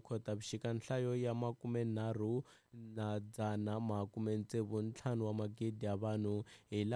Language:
Tsonga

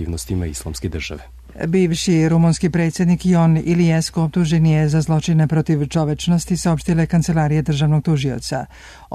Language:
Serbian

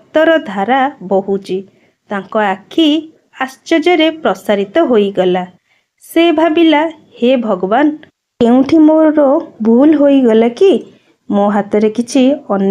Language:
Odia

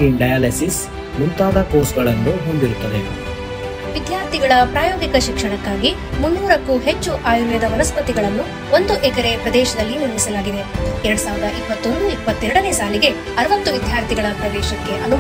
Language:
Kannada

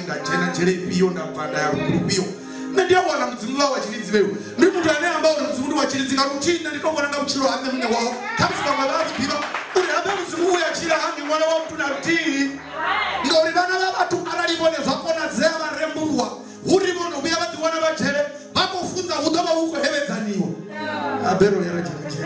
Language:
Venda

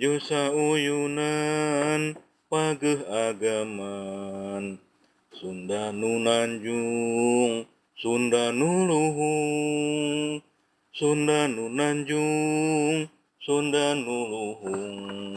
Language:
Sundanese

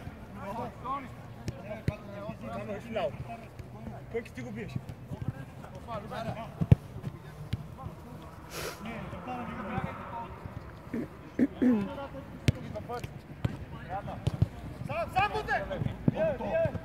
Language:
Bulgarian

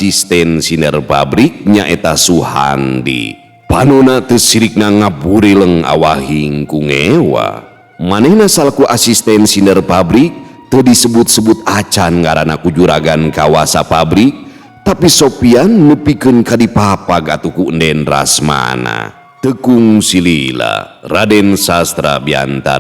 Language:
Sundanese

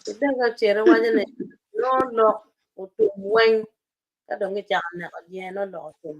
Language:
Acoli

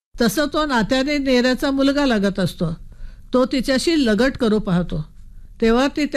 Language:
Marathi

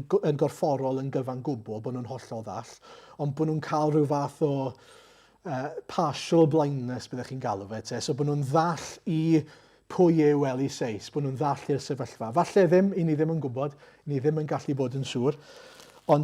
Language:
Welsh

